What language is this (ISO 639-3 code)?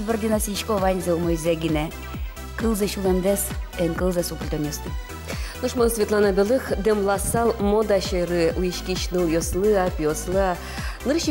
udm